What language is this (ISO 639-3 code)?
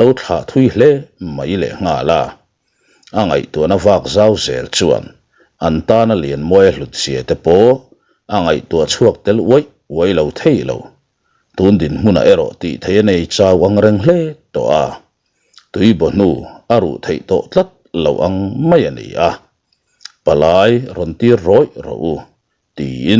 lus